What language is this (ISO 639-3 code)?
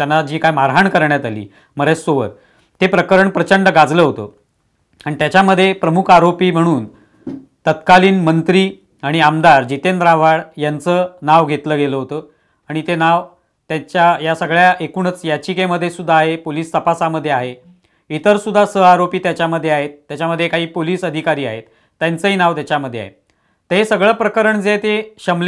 mar